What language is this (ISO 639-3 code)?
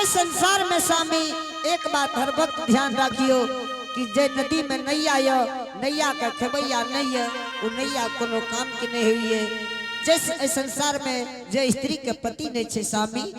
anp